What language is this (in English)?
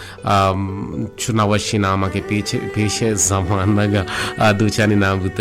Baluchi